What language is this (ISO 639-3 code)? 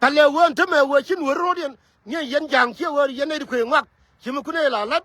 nus